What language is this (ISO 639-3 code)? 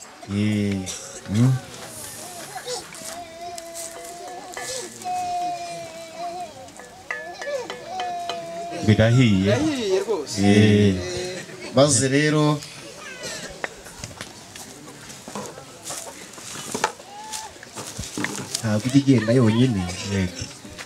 kin